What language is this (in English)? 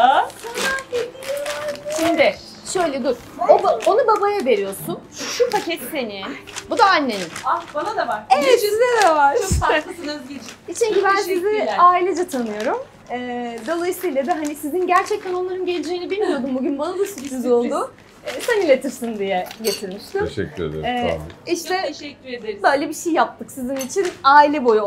Turkish